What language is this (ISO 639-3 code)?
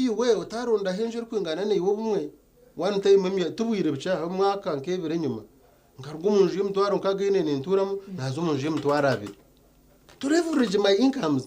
nyn